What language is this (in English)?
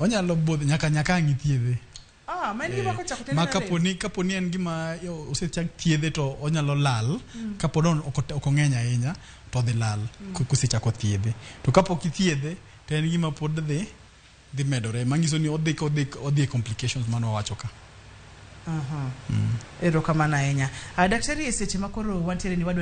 Luo (Kenya and Tanzania)